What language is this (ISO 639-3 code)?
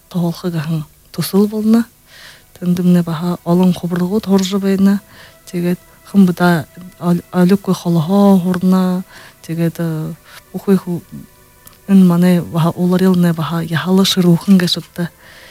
bua